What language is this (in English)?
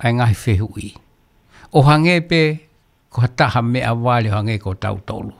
Tongan